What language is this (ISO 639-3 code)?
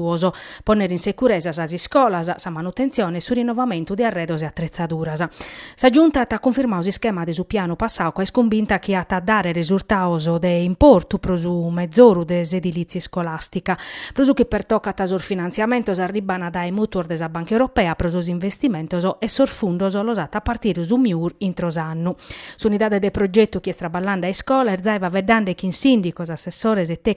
srd